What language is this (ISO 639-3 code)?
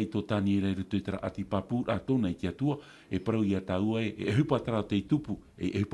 tah